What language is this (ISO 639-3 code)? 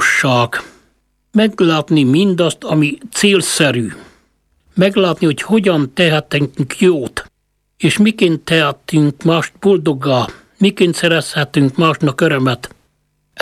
hun